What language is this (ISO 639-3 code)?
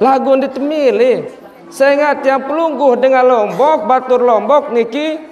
sas